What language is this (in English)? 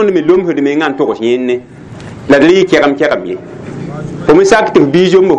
Mossi